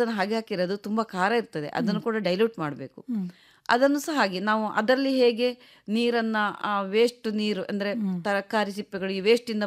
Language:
Kannada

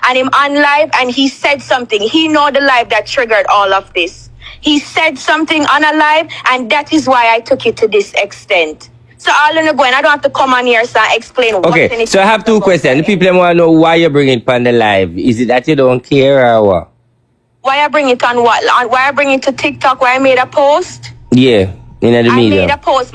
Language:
Jamaican Creole English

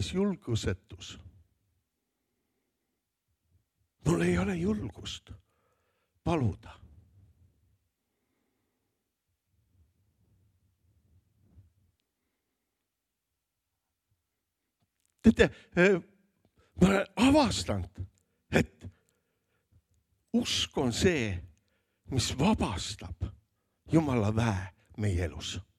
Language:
Estonian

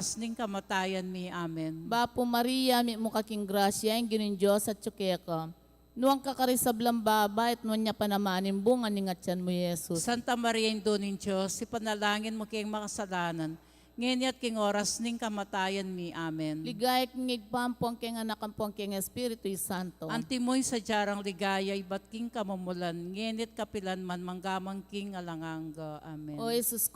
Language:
Pampanga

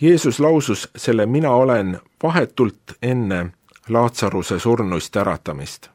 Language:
Estonian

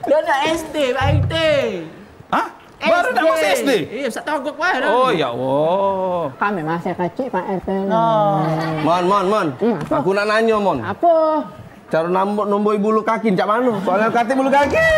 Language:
Musi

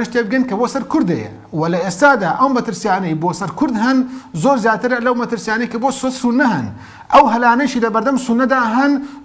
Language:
Central Kurdish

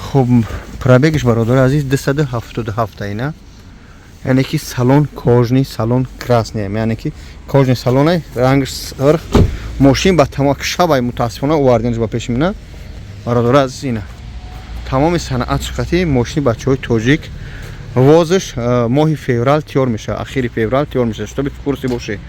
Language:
Tajik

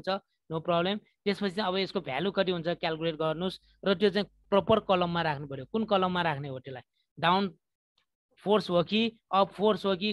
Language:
Nepali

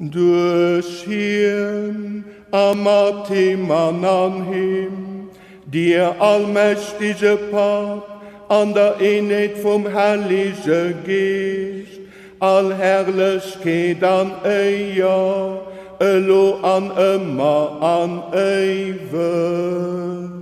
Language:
Luxembourgish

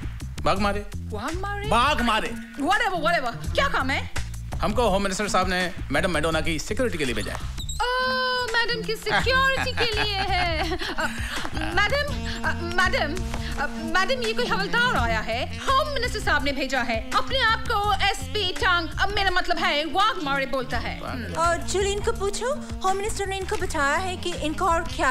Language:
Hindi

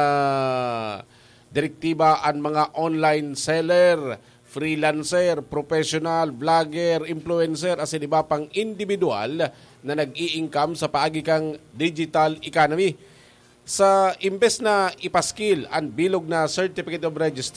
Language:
Bikol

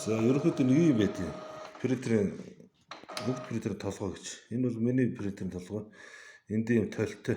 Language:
Mongolian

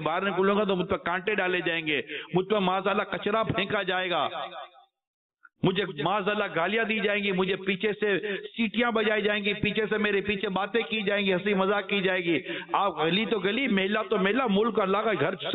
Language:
Urdu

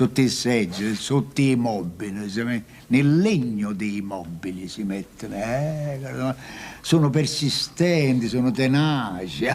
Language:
Neapolitan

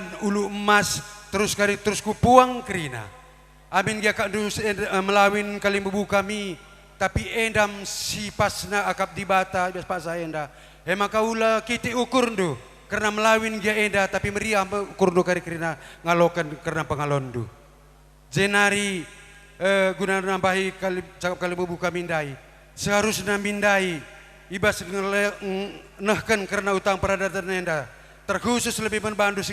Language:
Batak Karo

